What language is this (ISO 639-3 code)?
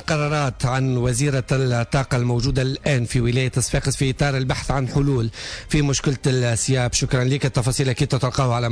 aeb